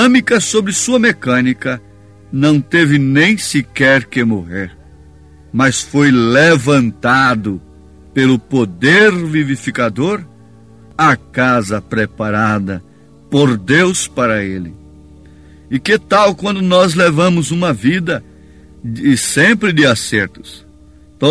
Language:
Portuguese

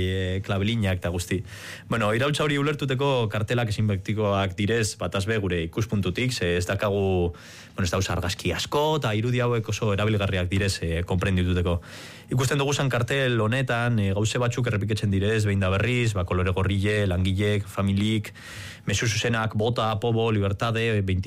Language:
Basque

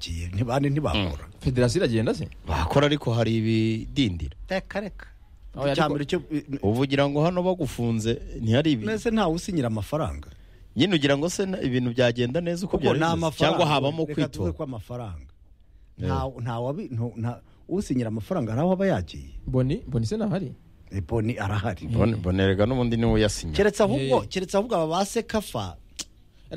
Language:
Kinyarwanda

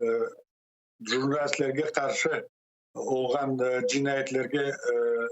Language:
Crimean Tatar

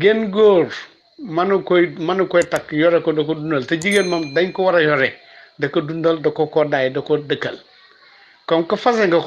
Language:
Wolof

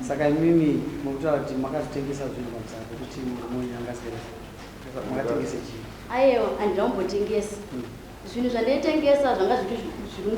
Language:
Shona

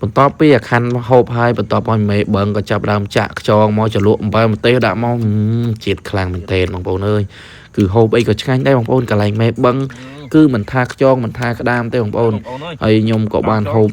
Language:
Khmer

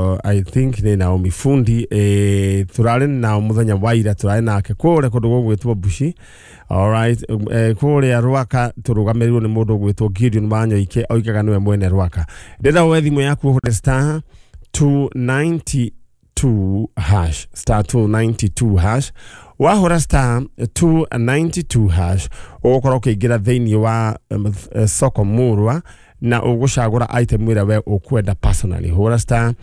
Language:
Kikuyu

